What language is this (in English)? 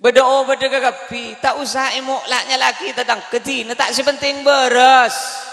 Madurese